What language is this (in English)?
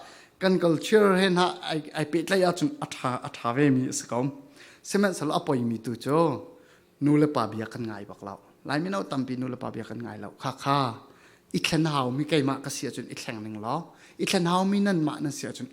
Falam Chin